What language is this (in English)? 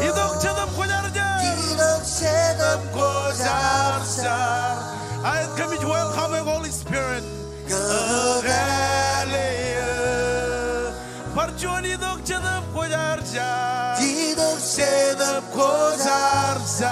Marshallese